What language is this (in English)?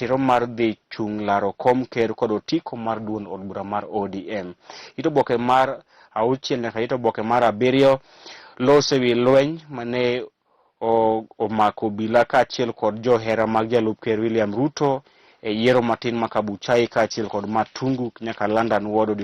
Luo (Kenya and Tanzania)